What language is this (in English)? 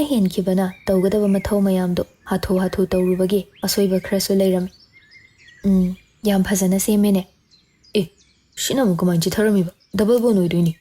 Manipuri